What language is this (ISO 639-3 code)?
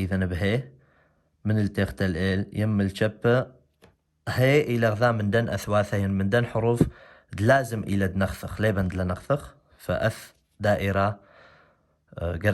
aii